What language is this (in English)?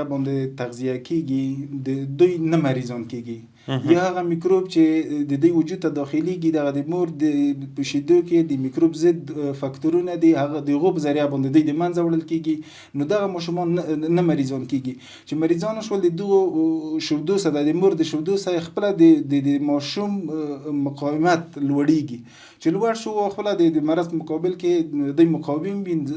Pashto